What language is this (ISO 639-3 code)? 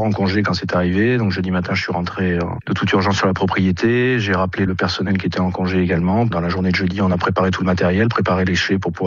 fra